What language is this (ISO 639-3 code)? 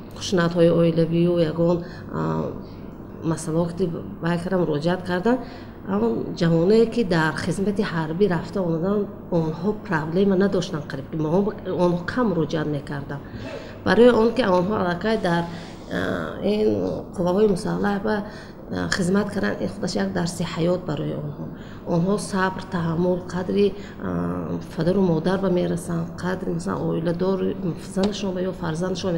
tgk